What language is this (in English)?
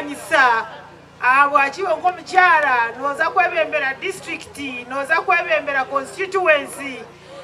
Nyankole